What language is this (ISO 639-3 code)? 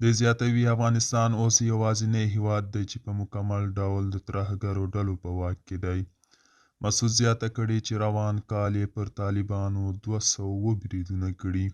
pus